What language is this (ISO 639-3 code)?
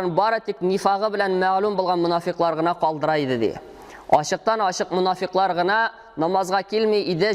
tat